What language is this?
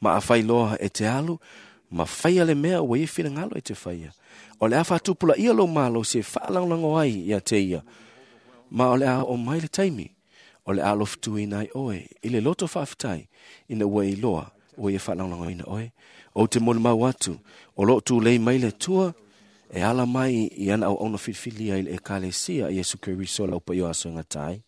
Samoan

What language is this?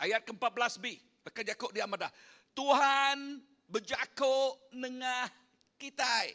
Iban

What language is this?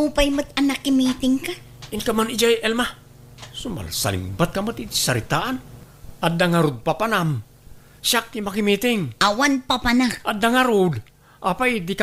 Iloko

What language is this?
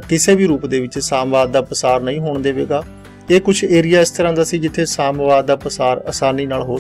Punjabi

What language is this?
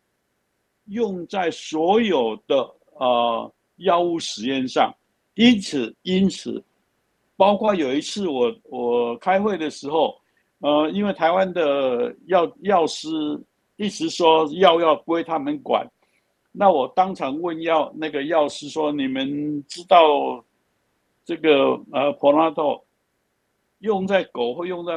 Chinese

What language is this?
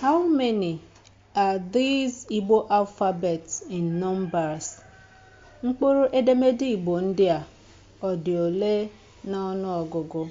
Igbo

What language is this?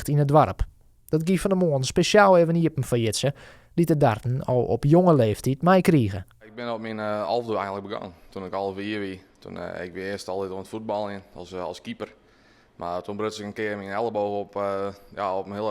Western Frisian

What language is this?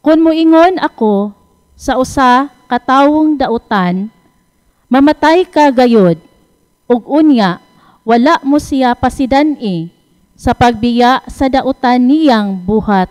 Cebuano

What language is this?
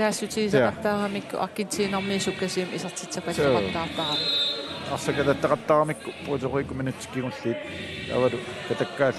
Kalaallisut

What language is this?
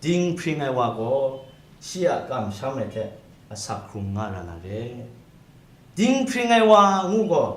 Kachin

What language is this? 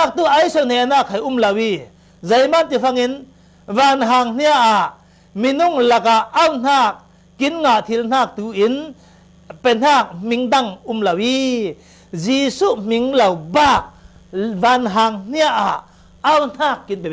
Falam Chin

